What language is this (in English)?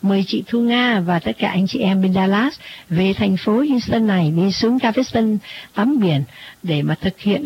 Vietnamese